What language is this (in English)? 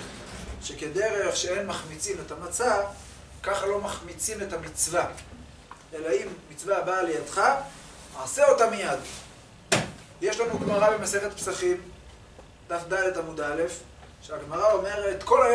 Hebrew